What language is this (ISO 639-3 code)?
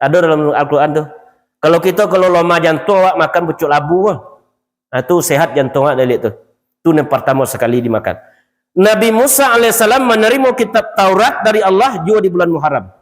min